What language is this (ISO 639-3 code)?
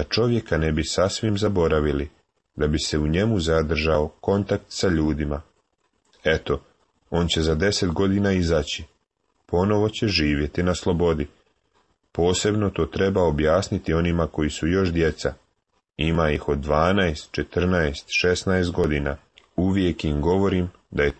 hrv